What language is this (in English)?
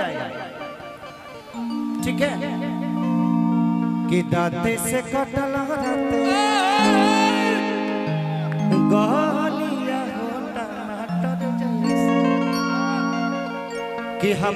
Bhojpuri